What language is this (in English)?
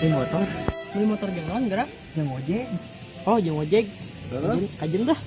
Sundanese